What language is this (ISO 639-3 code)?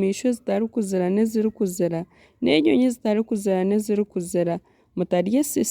nyn